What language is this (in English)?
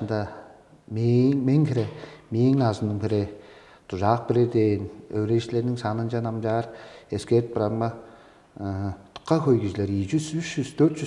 Tuvinian